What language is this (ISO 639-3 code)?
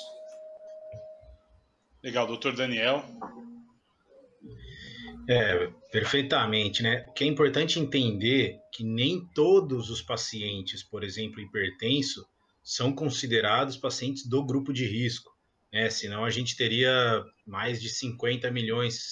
por